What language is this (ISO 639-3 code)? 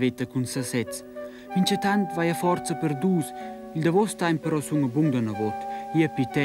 roh